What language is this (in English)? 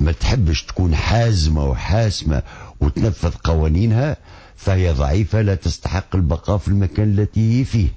Tunisian Arabic